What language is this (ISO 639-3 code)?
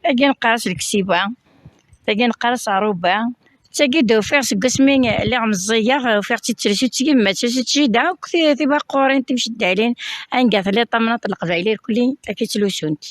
kab